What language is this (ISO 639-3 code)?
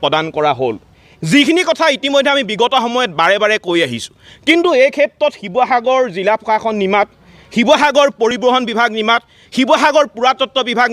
asm